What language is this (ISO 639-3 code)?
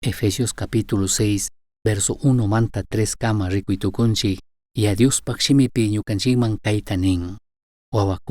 qug